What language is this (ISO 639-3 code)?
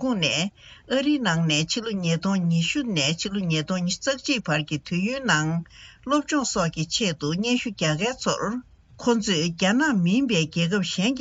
bod